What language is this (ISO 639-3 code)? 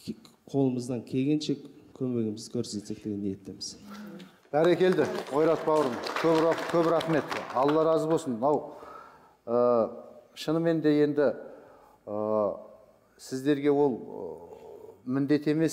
kaz